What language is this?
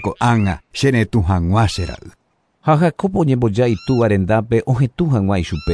Guarani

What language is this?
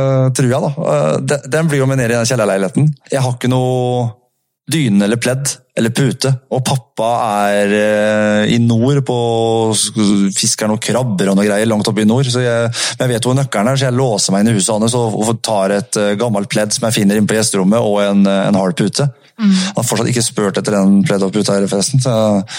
Norwegian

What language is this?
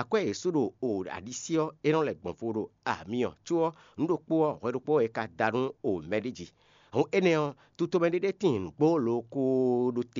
Fon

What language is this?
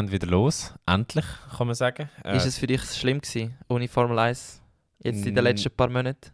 Swiss German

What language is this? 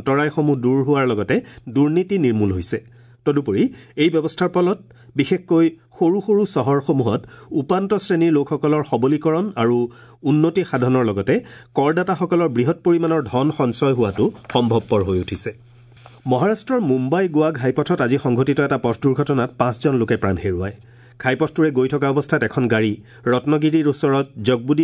Assamese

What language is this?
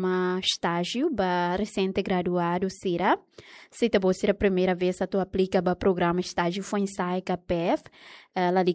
Tetum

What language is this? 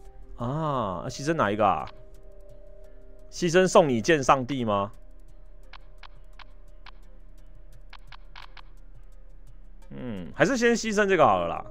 Chinese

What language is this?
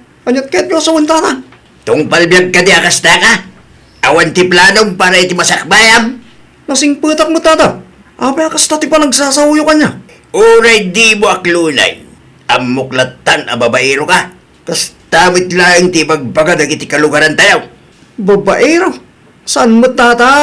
Iloko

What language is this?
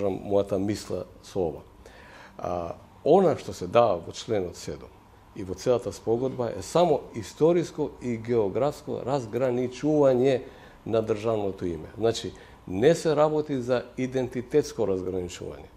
Macedonian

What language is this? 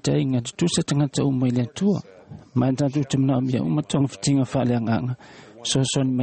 Samoan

